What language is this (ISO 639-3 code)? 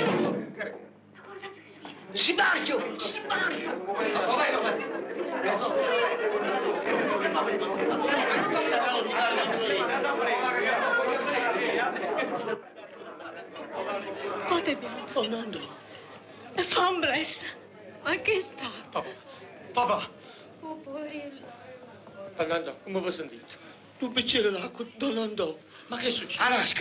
ita